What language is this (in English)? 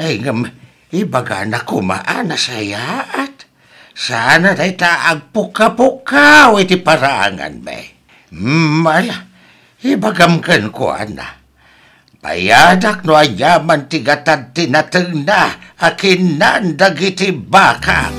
Iloko